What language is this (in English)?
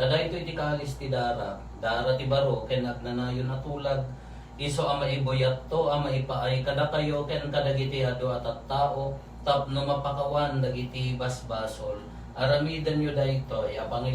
Iloko